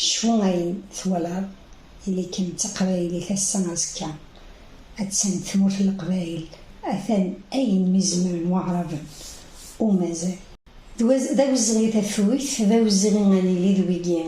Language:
Kabyle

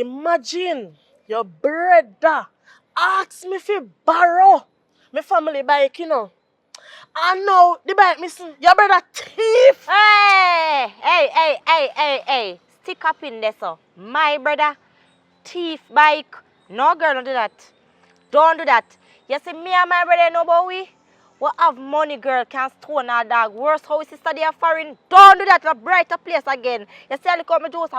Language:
Jamaican Creole English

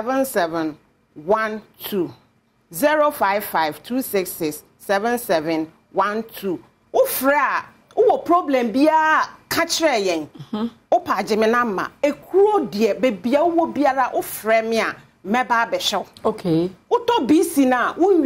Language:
Akan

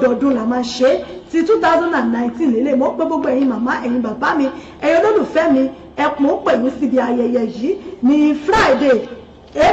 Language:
Yoruba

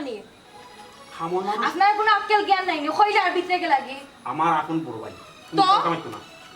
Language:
Sylheti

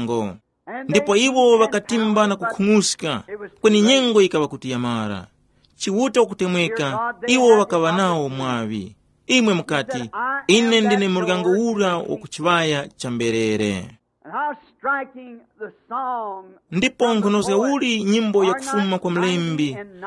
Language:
Tumbuka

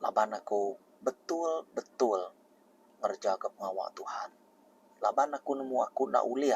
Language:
Iban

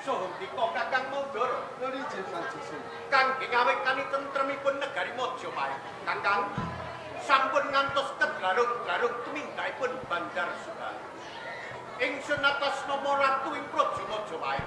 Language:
Javanese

